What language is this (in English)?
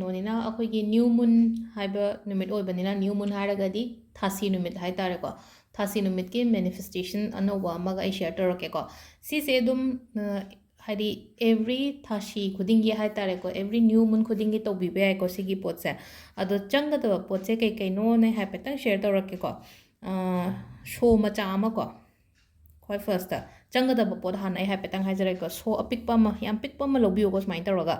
Manipuri